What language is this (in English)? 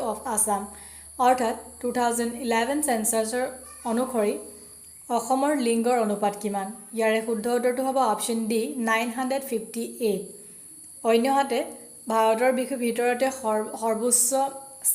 Assamese